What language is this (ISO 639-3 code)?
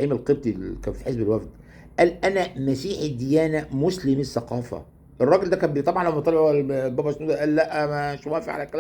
arz